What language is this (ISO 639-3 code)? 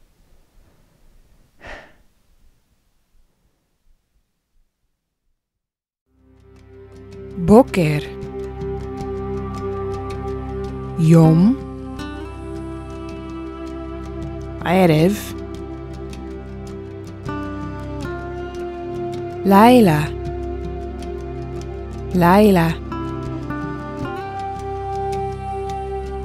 heb